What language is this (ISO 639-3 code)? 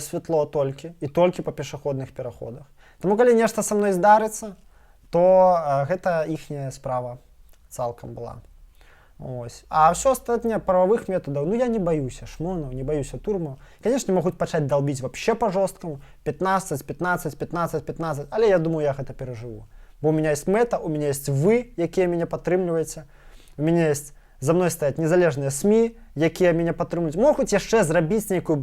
bel